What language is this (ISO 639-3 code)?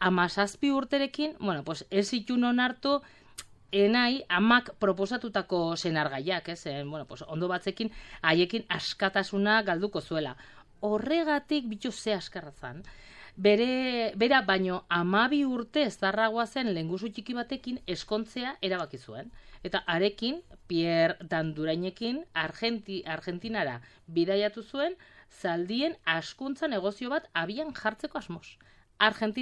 eus